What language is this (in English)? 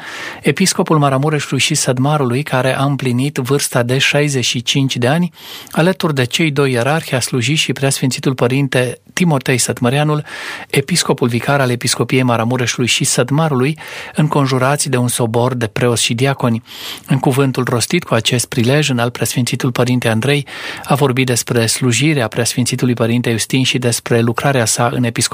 Romanian